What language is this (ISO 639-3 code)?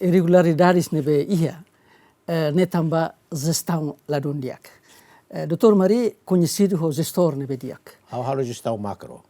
tet